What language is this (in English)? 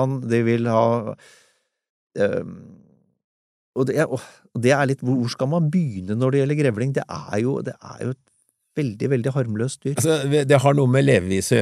Norwegian